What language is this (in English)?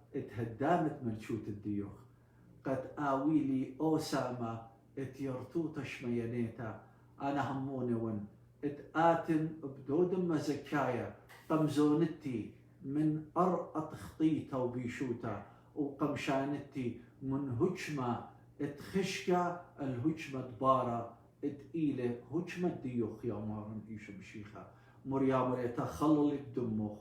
Assyrian Neo-Aramaic